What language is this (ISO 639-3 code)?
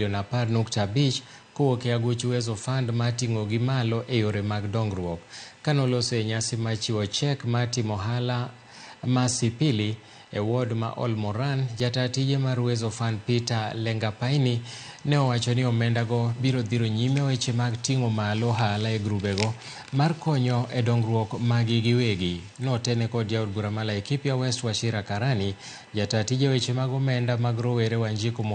luo